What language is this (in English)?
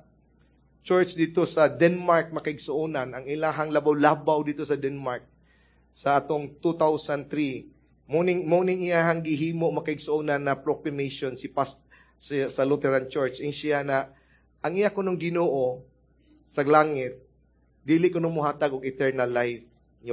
Cebuano